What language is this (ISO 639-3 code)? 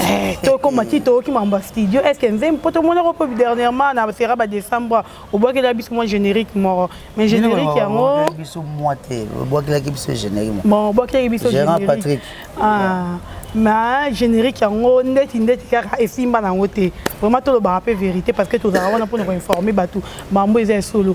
lin